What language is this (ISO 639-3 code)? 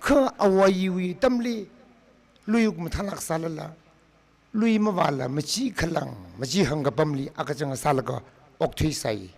nmf